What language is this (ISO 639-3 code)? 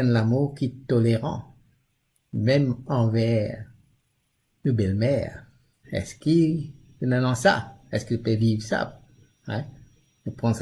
mfe